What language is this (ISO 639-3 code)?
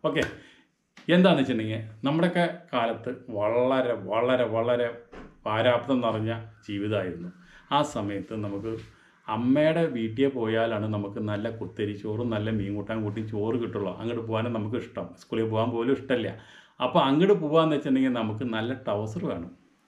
mal